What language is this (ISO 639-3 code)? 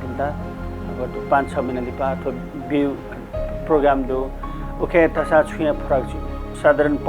new